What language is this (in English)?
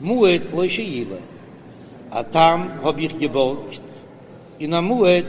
Yiddish